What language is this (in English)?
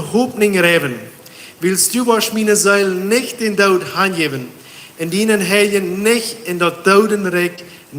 Plautdietsch